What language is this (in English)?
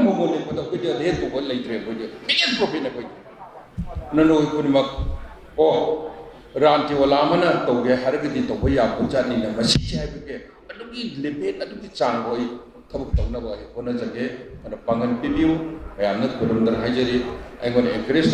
Manipuri